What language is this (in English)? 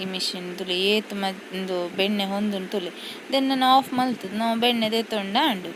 Tulu